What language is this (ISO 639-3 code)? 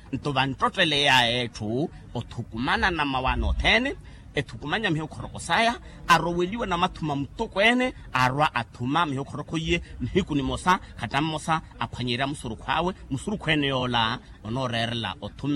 vmw